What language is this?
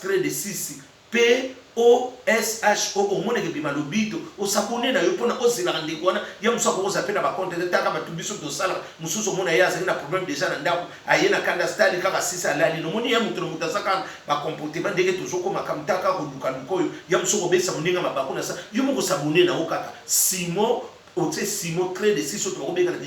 Lingala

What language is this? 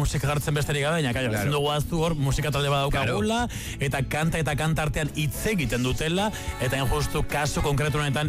Basque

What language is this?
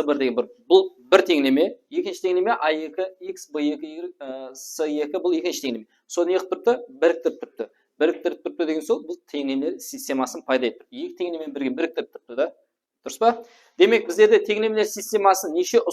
Kara-Kalpak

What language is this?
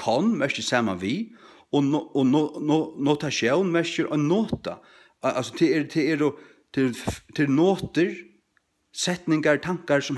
Faroese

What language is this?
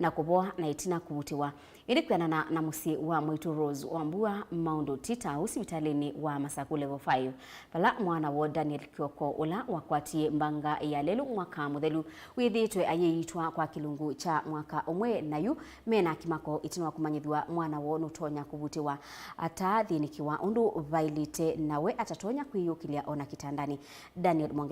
Kamba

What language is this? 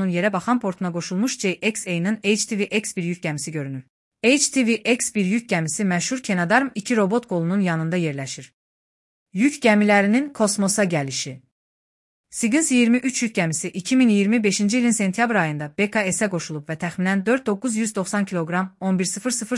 Azerbaijani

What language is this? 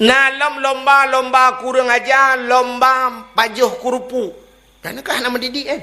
Achinese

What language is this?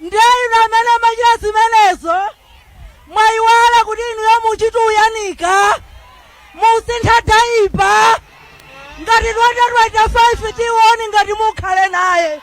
Nyanja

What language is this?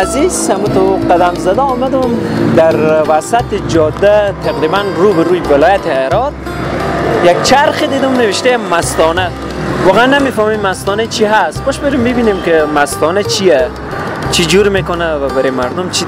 Persian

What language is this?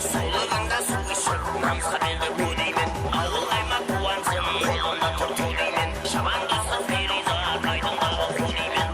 Kara-Kalpak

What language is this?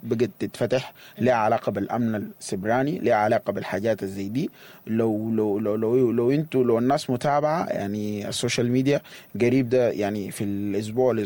Sudanese Arabic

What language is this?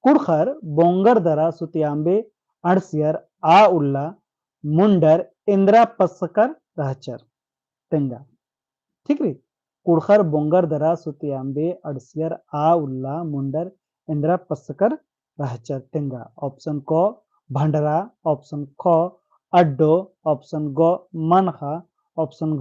Kurukh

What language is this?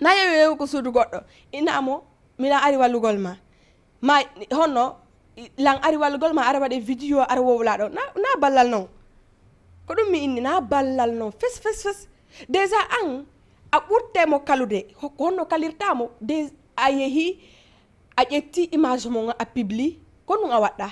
Fula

